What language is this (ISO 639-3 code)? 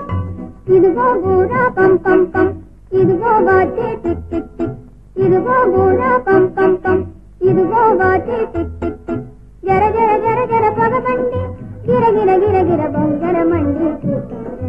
tel